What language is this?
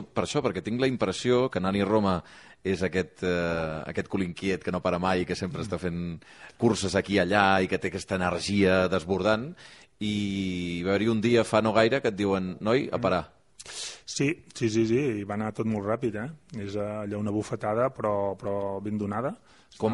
Catalan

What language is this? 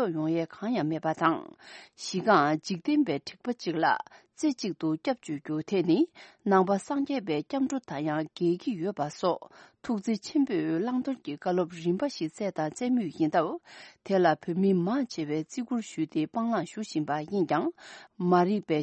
Tibetan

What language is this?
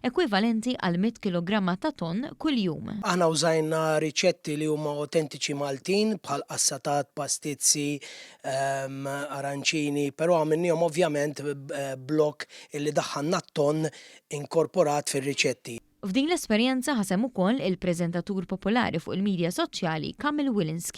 Maltese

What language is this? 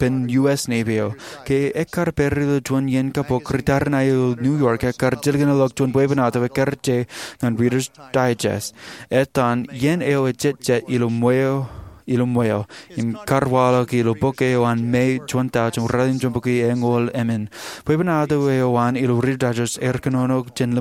Marshallese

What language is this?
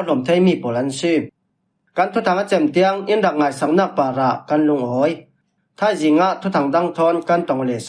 Falam Chin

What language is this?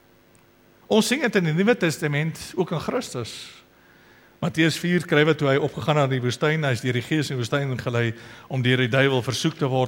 Afrikaans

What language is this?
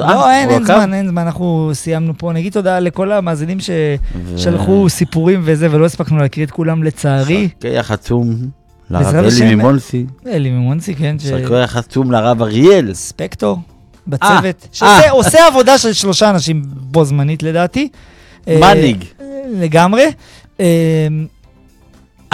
Hebrew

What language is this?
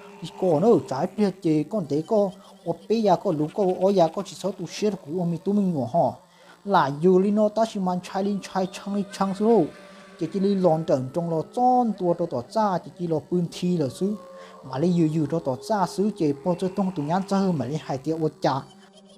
Hmong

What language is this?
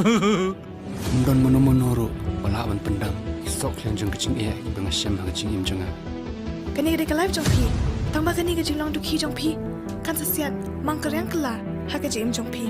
Khasi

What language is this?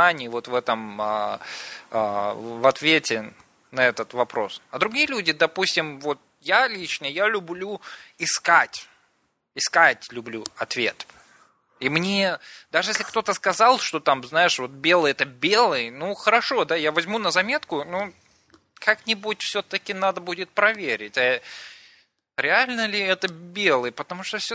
Russian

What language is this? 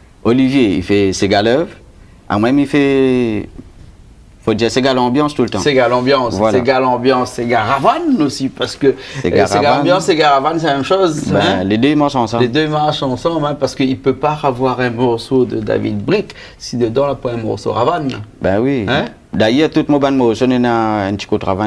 Réunion Creole French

